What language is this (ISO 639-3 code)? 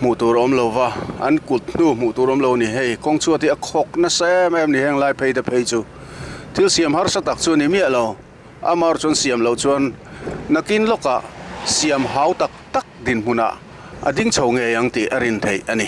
lus